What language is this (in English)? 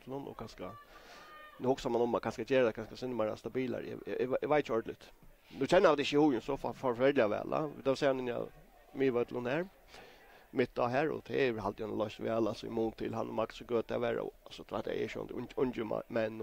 Faroese